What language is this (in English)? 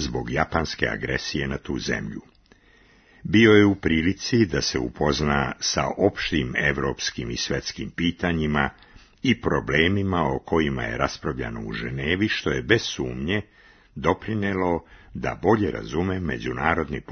Serbian